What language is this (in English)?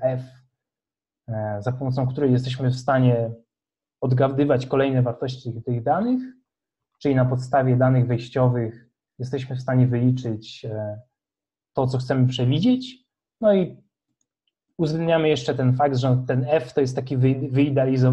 Polish